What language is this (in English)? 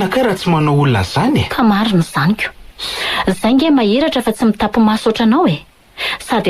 Malagasy